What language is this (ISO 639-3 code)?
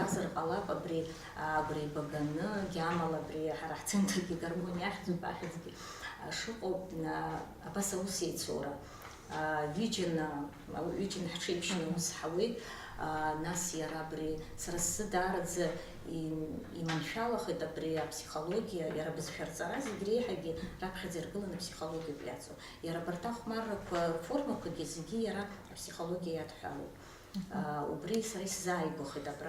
abk